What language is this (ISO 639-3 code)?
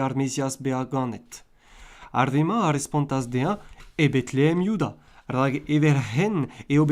bre